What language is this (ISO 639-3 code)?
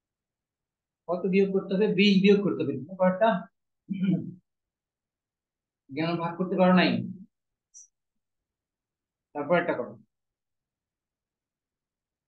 ben